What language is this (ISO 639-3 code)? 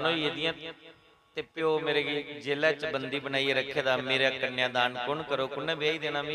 doi